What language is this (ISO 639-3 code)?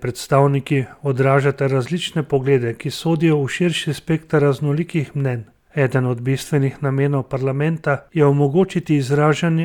slv